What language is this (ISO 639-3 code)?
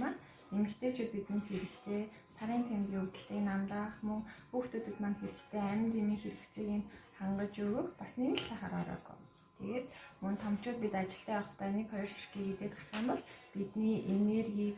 mon